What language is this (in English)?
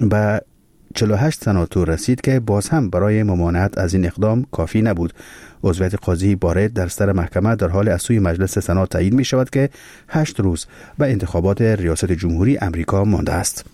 Persian